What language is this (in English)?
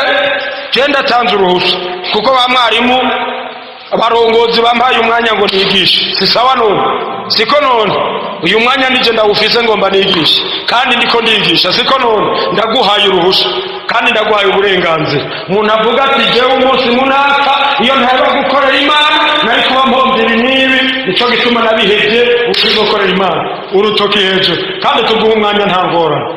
Rundi